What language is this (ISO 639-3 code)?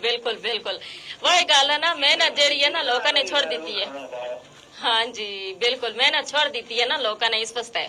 gju